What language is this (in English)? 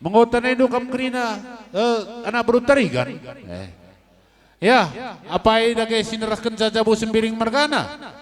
Batak Karo